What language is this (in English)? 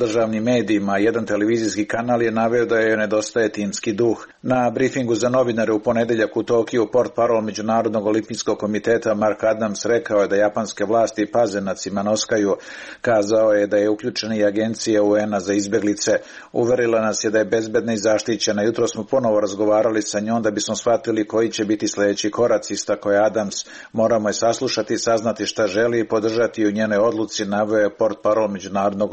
Serbian